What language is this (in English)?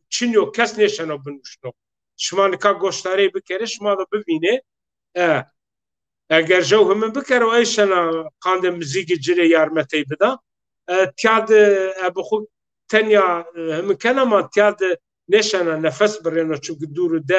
Zaza